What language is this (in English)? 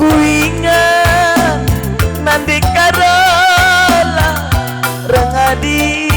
Batak Karo